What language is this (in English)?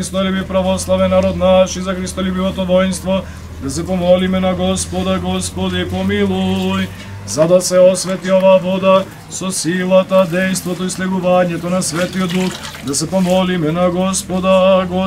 Macedonian